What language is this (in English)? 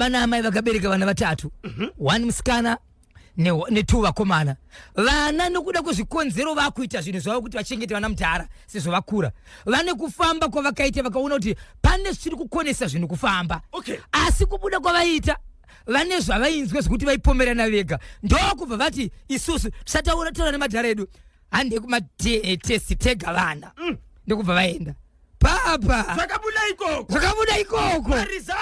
Shona